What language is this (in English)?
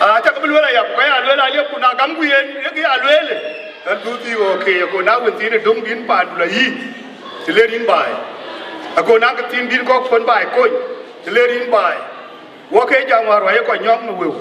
Dinka